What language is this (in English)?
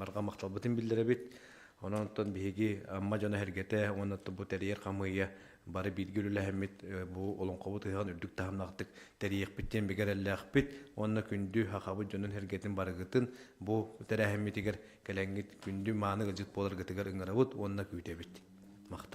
Yakut